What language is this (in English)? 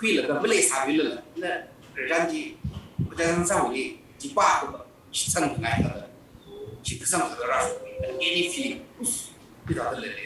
Tangkhul Naga (India)